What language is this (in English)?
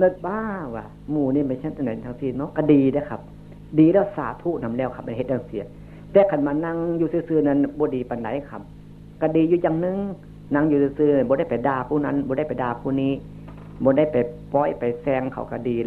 Northeastern Thai